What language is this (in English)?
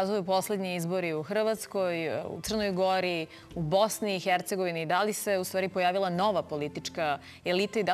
Serbian